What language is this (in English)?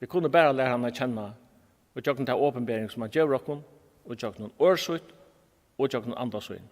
Faroese